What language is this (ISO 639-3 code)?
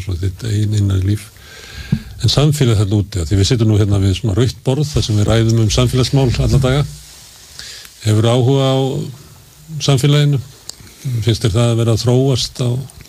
isl